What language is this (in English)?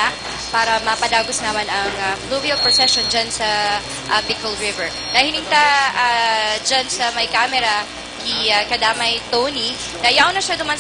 Bikol